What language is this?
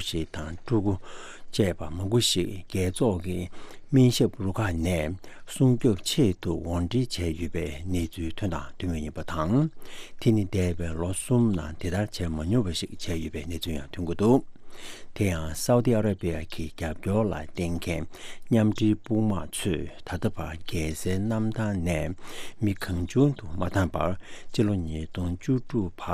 Tibetan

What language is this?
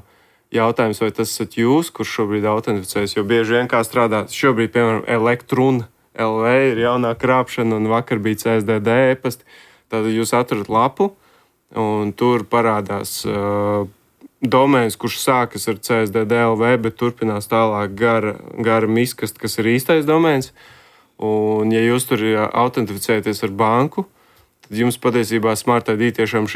Latvian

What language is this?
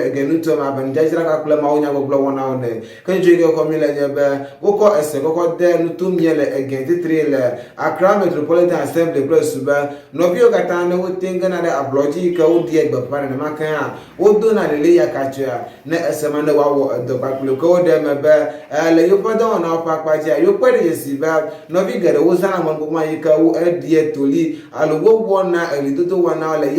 Ewe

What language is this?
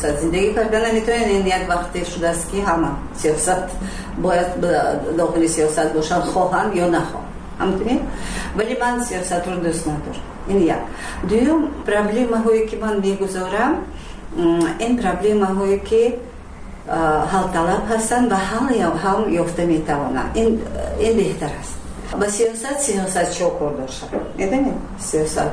Tajik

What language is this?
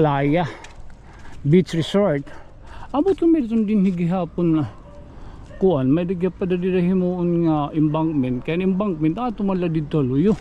Waray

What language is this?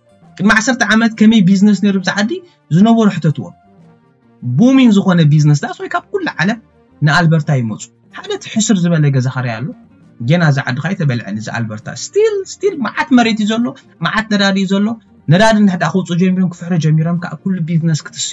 Tigrinya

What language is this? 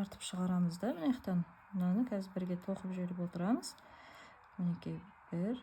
Kazakh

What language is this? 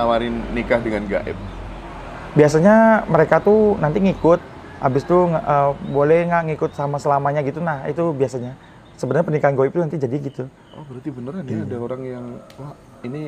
Indonesian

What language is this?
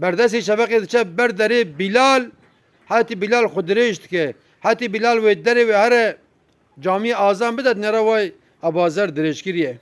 Kurdish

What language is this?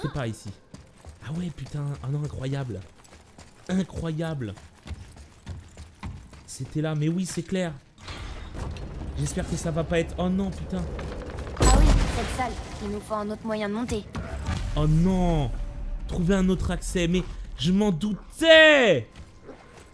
French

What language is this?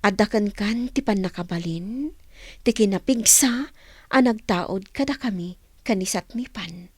Iloko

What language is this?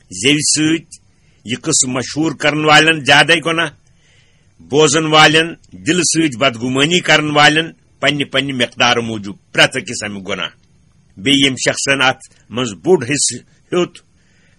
Kashmiri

